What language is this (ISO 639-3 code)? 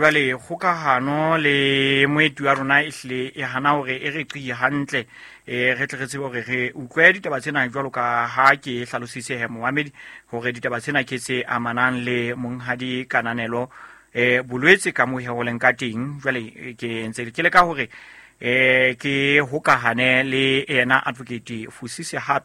sot